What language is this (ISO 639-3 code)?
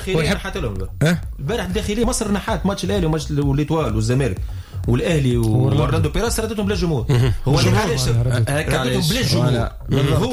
aeb